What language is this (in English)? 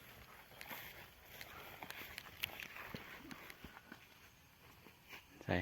Northeastern Thai